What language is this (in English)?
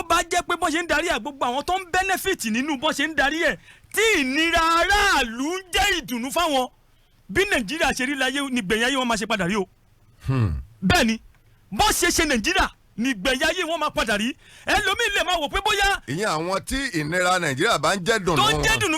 Yoruba